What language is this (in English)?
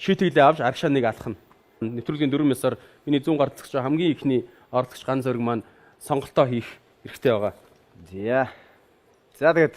Mongolian